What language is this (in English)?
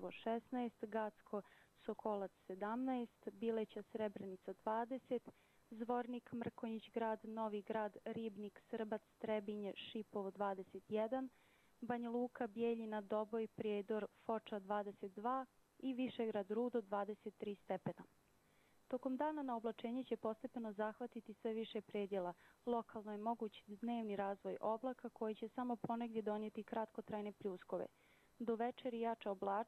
Croatian